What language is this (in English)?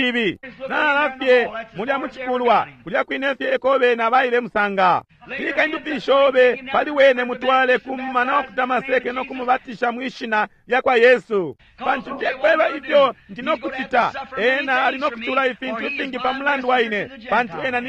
Bemba